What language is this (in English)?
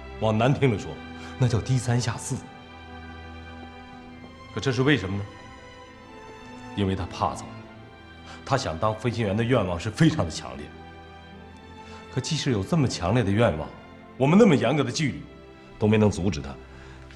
Chinese